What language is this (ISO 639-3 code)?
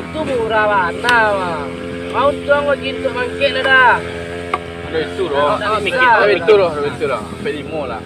min